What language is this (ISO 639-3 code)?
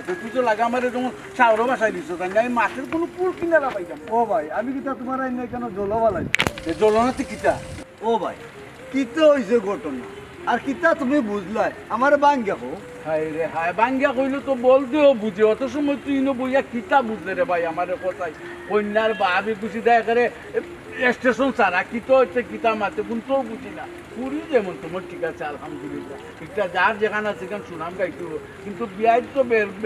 syl